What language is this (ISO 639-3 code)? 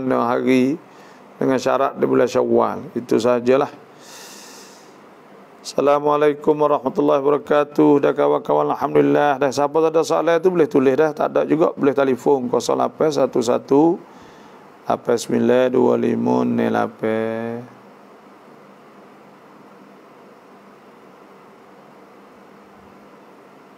msa